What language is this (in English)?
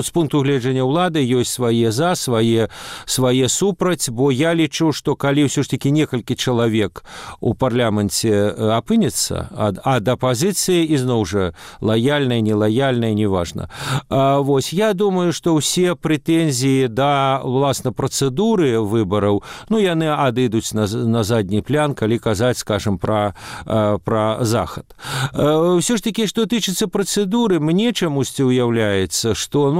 Belarusian